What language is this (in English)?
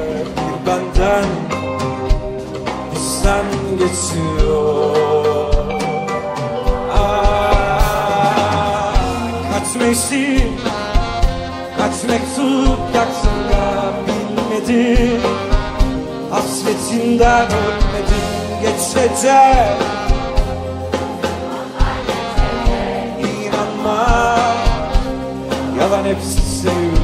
Turkish